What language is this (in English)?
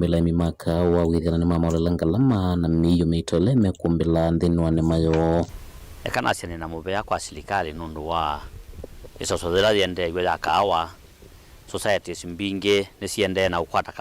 Kamba